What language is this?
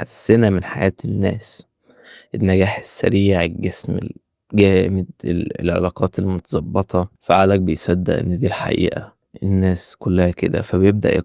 Egyptian Arabic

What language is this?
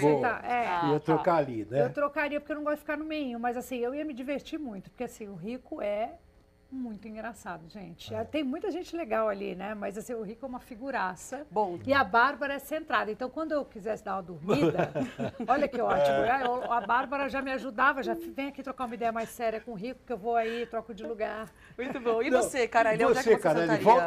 Portuguese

